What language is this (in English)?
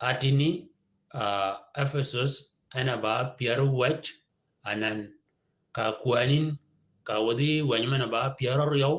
Shilluk